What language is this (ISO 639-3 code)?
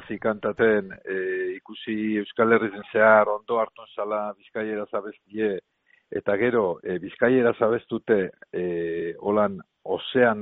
eus